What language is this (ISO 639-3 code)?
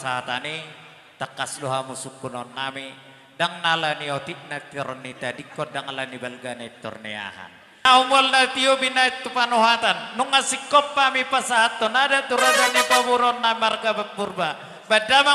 bbc